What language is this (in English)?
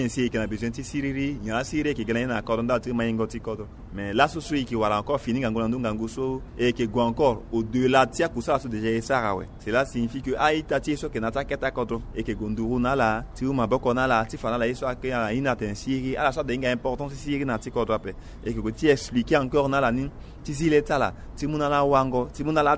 Sango